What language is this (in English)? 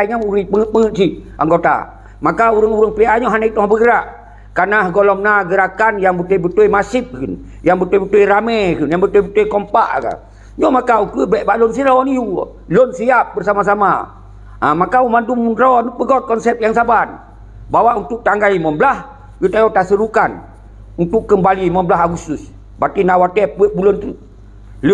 Achinese